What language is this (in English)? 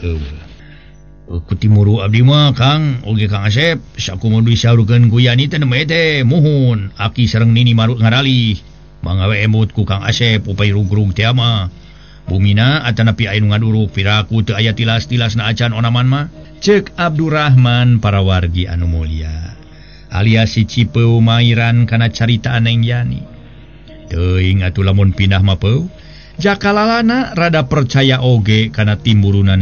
Sundanese